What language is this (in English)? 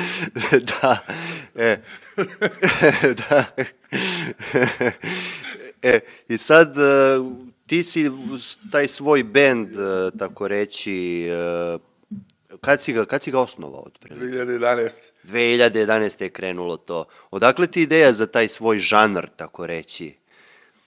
Serbian